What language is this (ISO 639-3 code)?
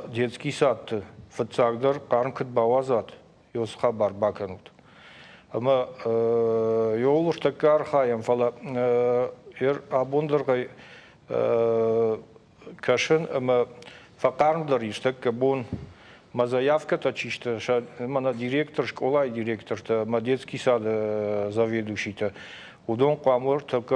oss